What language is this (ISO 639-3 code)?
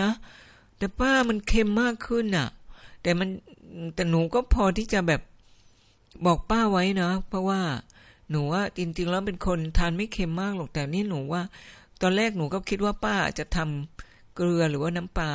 tha